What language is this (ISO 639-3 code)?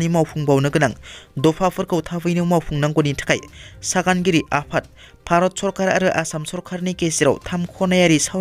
brx